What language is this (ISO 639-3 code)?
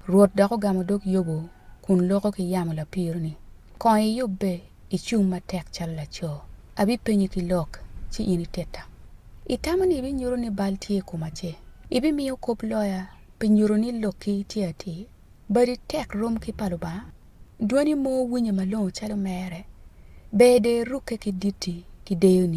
ach